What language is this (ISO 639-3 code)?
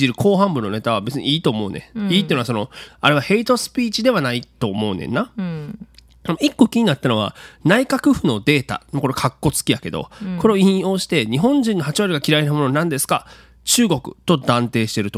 jpn